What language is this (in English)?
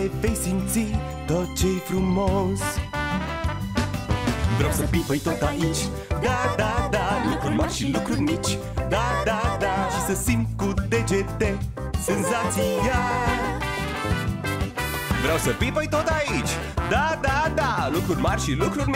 Romanian